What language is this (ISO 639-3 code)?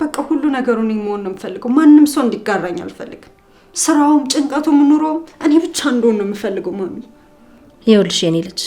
amh